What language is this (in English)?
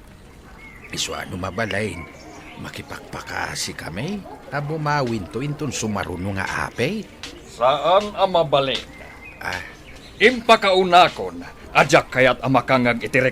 Iloko